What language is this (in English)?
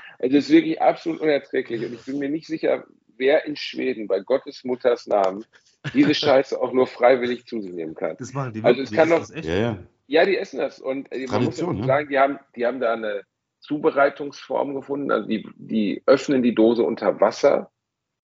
German